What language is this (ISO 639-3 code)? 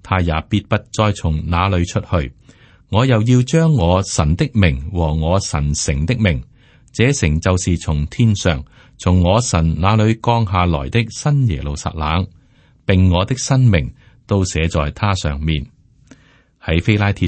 yue